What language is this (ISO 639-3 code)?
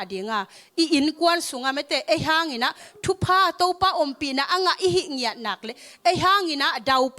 ctd